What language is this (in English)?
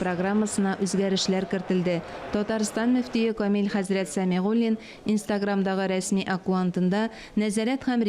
Tatar